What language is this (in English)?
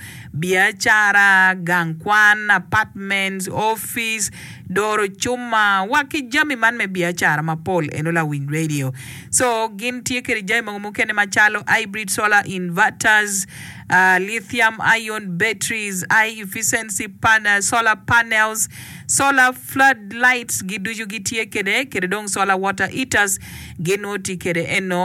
Acoli